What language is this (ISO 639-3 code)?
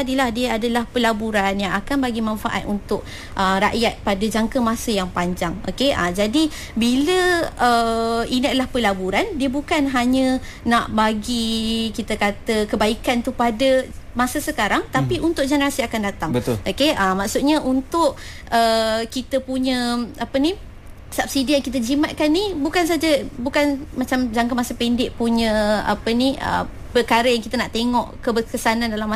msa